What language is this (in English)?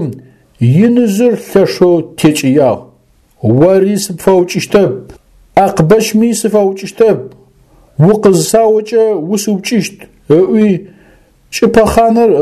Adyghe